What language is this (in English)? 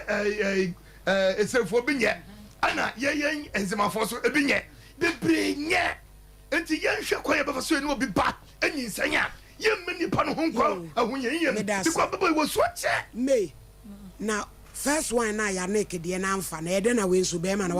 Akan